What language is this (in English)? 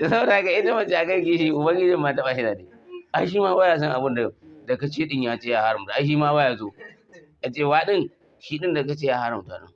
Hausa